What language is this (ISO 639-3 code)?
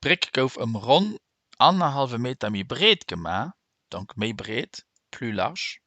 ltz